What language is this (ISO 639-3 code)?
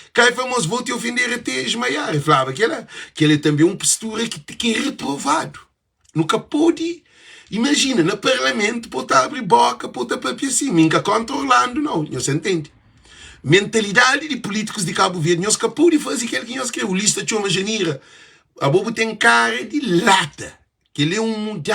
kea